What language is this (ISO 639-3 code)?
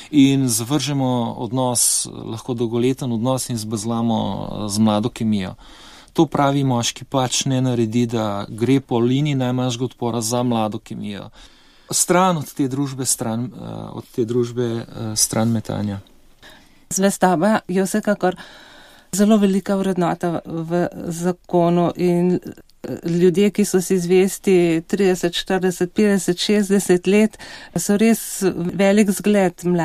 slv